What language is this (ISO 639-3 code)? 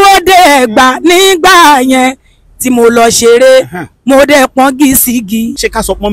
yor